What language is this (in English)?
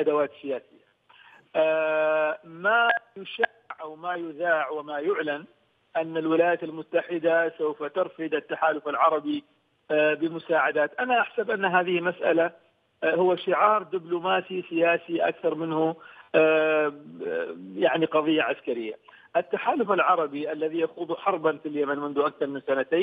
Arabic